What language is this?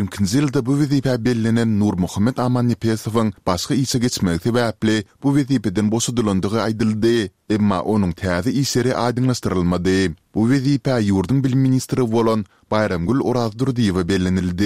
Turkmen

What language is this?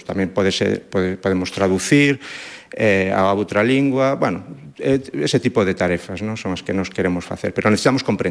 Galician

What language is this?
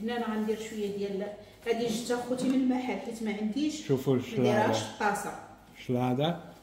Moroccan Arabic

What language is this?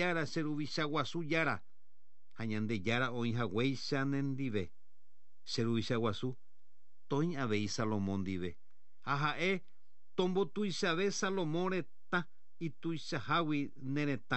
Guarani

